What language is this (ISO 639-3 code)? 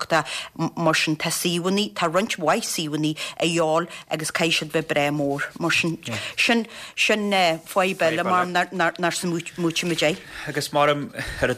gle